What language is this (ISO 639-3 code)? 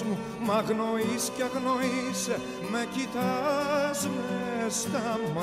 ell